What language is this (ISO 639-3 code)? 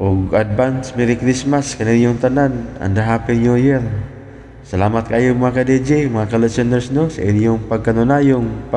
ceb